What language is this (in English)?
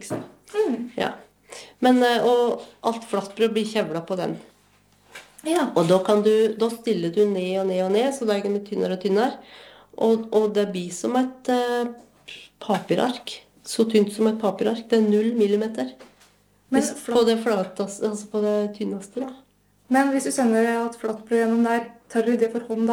Norwegian